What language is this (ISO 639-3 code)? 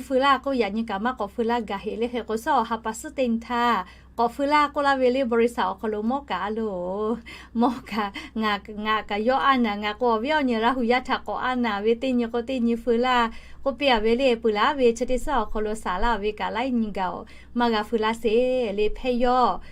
lhu